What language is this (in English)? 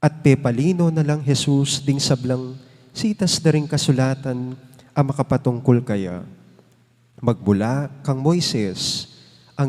Pampanga